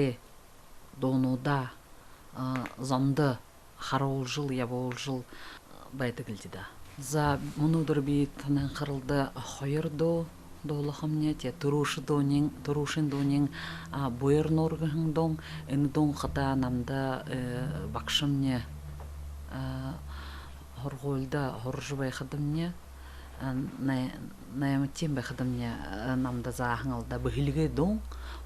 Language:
Buriat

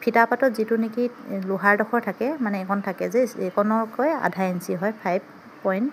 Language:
Assamese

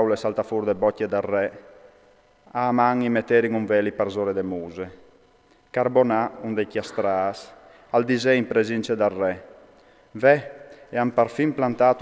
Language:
Friulian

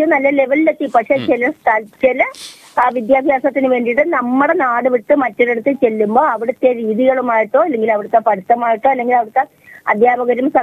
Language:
Malayalam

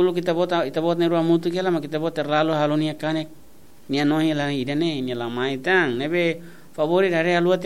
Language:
Tetum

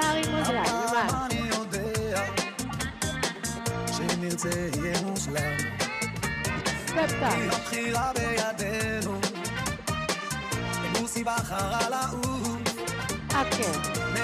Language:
Hebrew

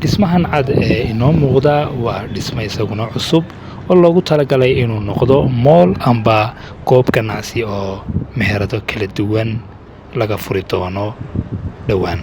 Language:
Somali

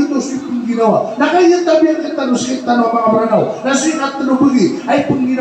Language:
Maranao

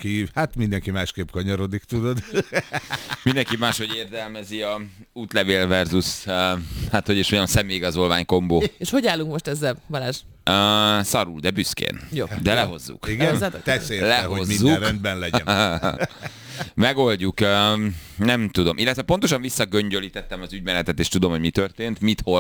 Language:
Hungarian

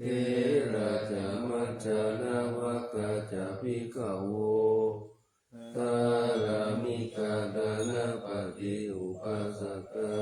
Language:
Pali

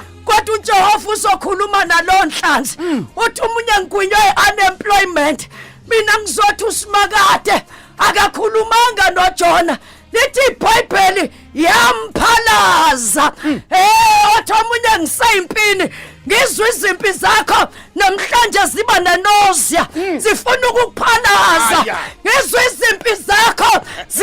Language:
Zulu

